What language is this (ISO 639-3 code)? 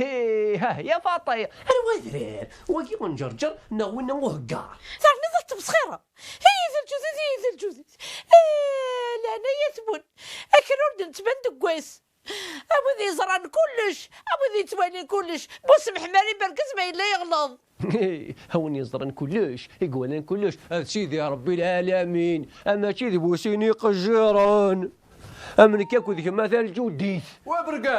kab